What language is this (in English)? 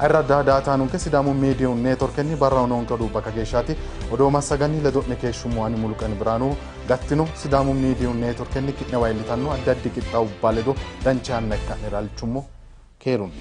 Sidamo